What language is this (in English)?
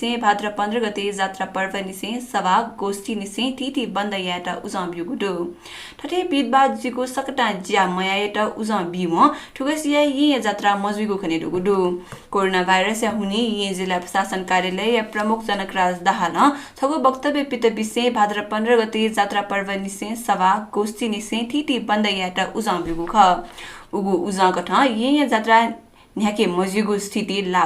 Newari